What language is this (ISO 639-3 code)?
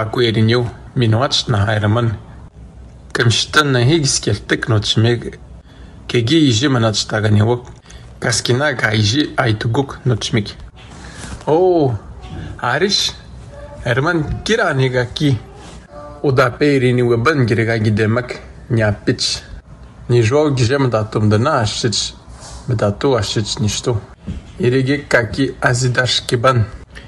atj